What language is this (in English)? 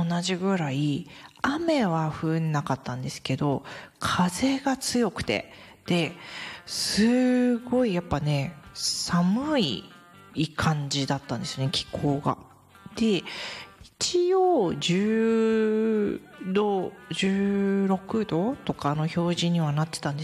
Japanese